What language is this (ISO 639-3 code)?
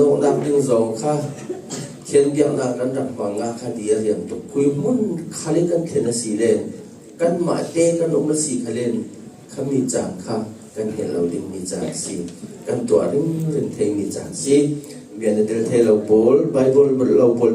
cfm